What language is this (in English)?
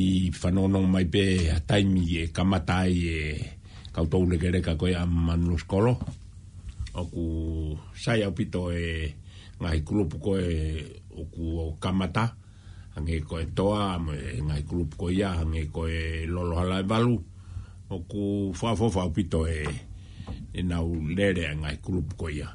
Tongan